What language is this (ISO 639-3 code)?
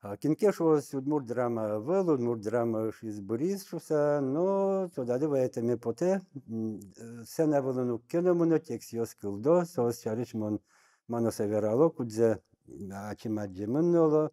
udm